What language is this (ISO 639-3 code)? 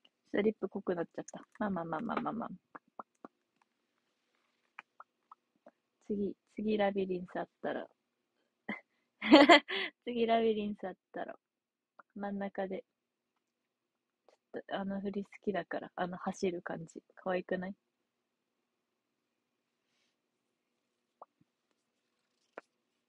jpn